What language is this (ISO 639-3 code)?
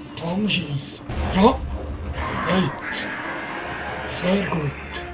gsw